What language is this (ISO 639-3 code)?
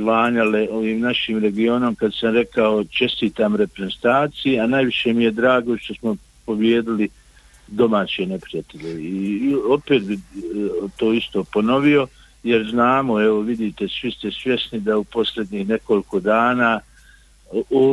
bos